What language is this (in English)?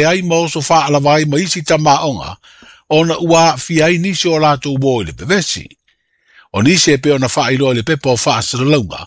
Samoan